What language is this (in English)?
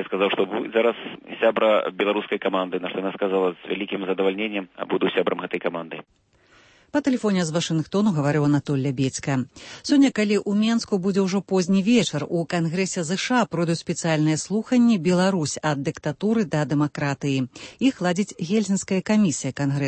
Belarusian